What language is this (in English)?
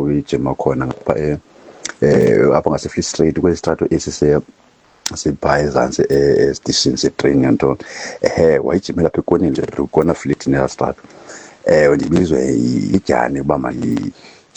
Xhosa